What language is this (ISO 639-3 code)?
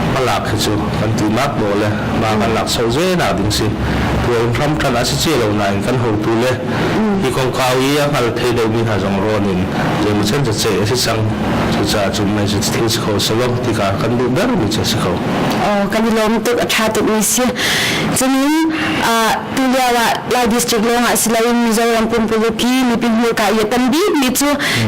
cnh